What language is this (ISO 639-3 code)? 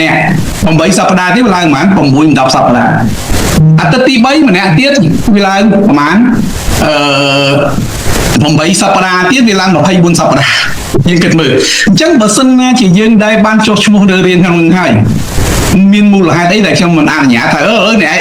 khm